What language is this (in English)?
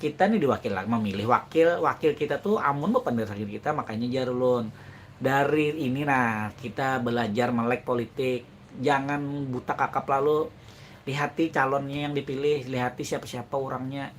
Banjar